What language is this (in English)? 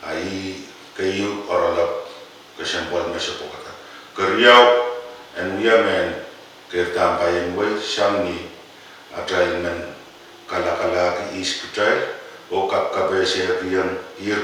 Pohnpeian